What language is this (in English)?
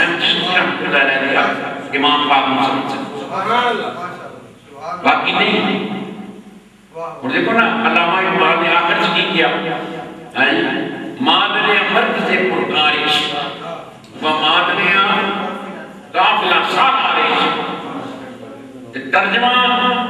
Urdu